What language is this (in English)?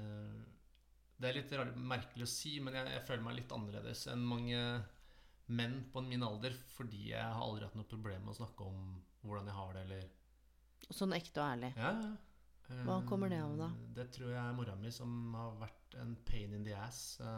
Norwegian